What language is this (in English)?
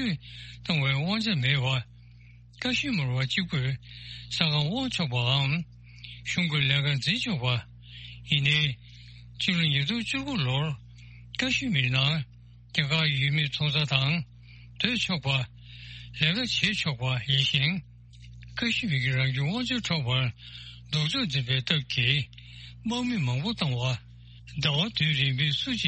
Tibetan